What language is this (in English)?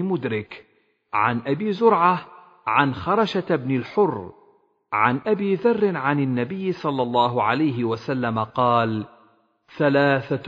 Arabic